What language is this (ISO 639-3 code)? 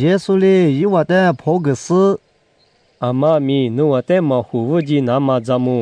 lis